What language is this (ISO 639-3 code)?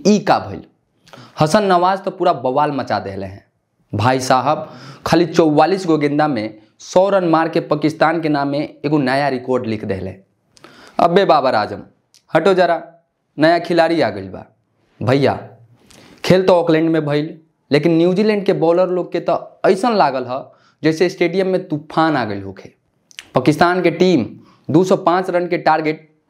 bho